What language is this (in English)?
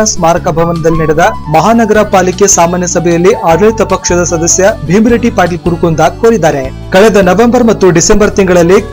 Kannada